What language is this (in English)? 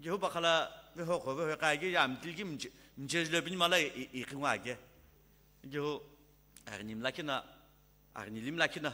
Sumi Naga